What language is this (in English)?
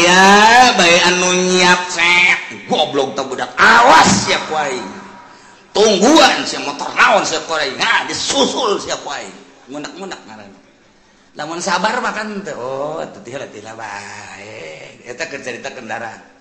Sundanese